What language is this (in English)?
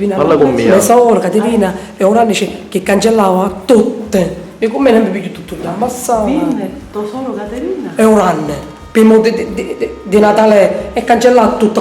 Sicilian